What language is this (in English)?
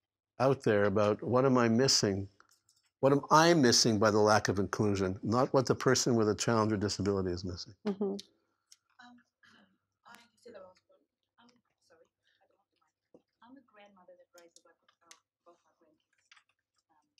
English